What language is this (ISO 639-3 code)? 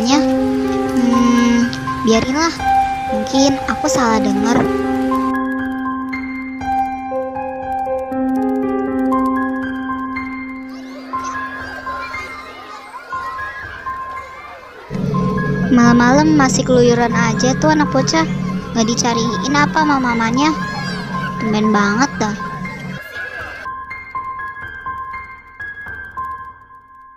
ind